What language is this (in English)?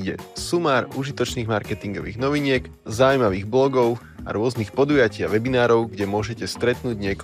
Slovak